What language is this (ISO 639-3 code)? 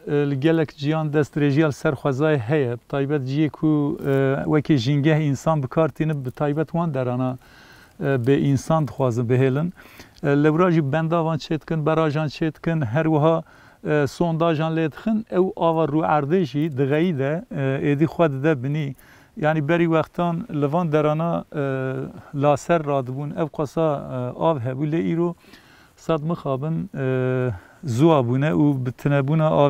kur